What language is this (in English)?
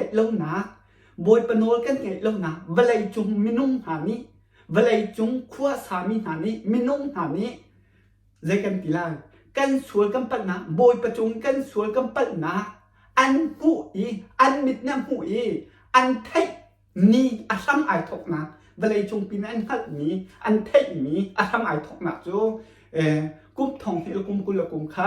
Hakha Chin